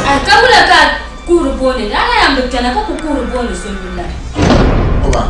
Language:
Dagbani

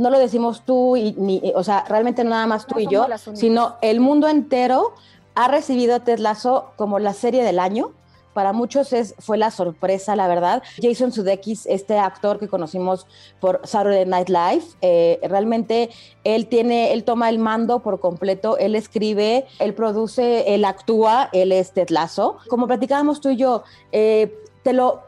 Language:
Spanish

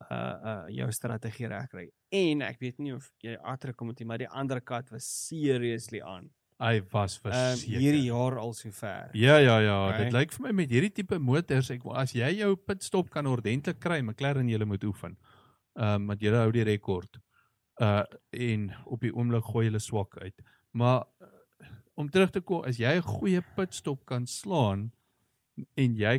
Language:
Afrikaans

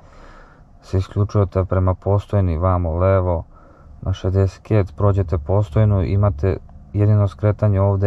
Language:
Serbian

